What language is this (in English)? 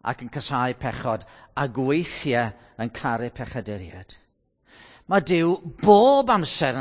Welsh